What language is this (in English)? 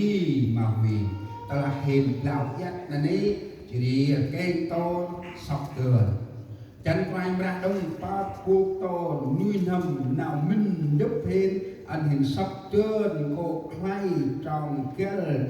Central Mnong